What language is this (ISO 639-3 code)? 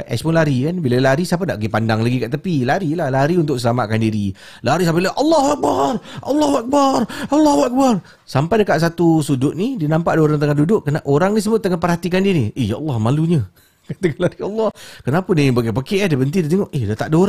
msa